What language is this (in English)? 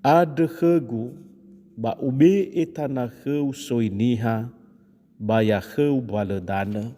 Nias